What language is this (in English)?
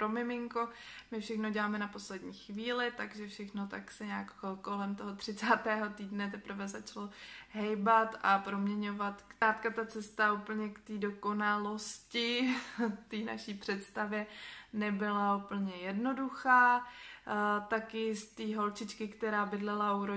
Czech